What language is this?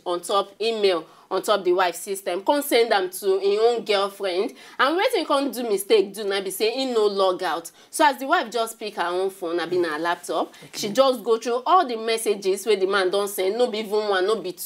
Nigerian Pidgin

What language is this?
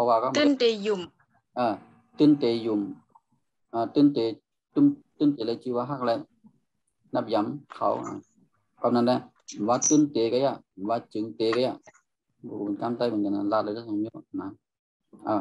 Shan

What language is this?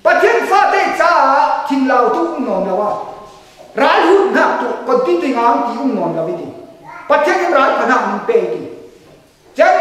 Falam Chin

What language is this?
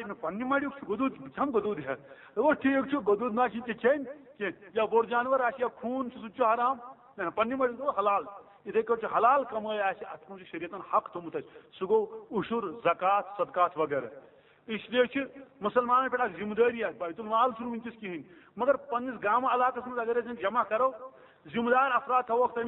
Kashmiri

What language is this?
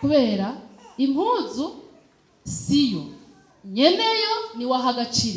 Rundi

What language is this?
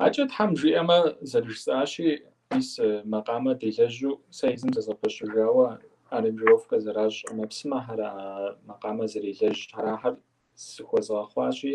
Kabardian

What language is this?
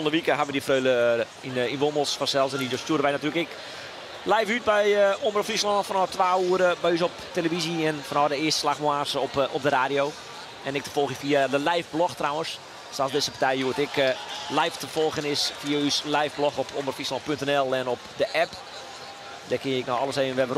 Western Frisian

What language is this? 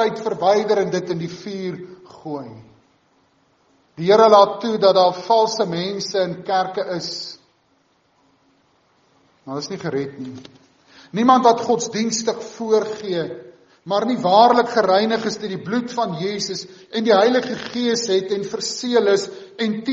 Afrikaans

